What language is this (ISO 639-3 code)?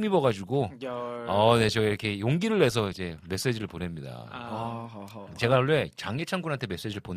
kor